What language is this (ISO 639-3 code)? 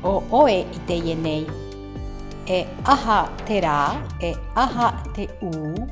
tah